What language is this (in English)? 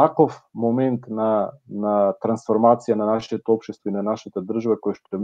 Macedonian